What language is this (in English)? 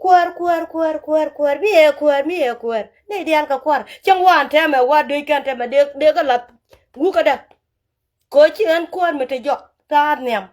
Nuer